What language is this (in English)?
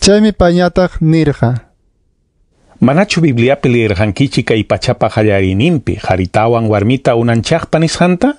Ayacucho Quechua